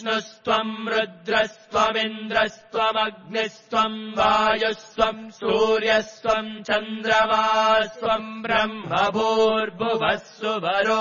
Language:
Sanskrit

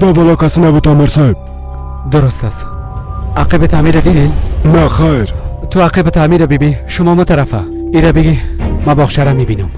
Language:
Persian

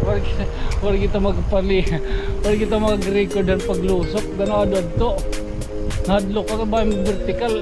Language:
Waray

